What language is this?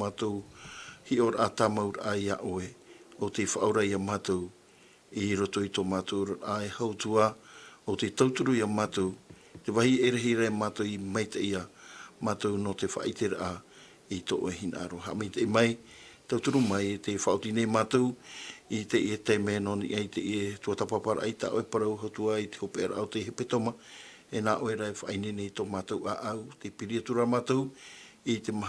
Tahitian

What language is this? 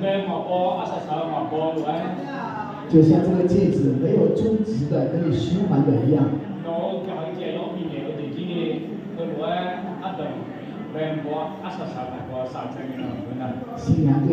Akha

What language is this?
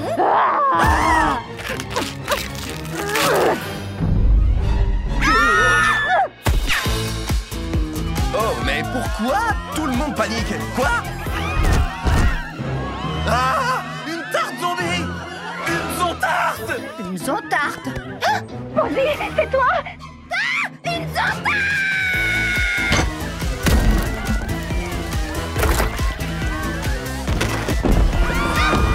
French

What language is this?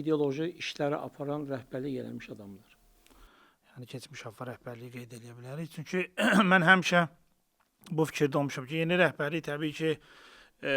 Azerbaijani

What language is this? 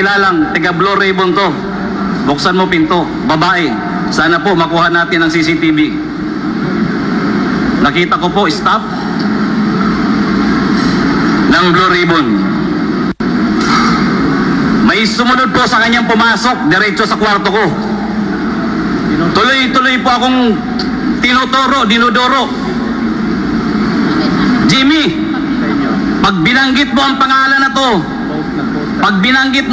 Filipino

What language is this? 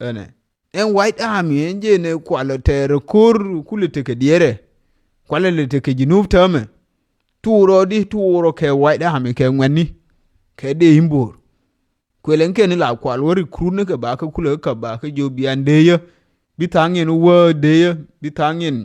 Nuer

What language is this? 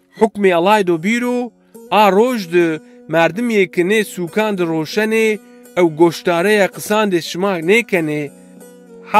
Zaza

